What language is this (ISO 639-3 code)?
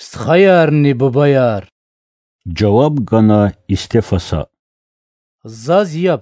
lez